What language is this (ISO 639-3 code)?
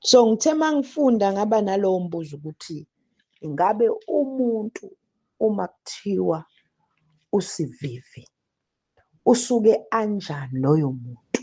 zul